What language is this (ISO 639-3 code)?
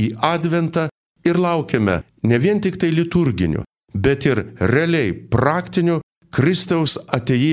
lit